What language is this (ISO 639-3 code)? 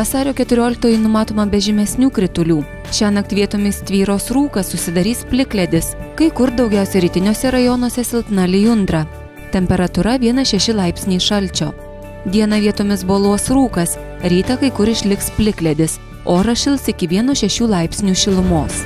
lit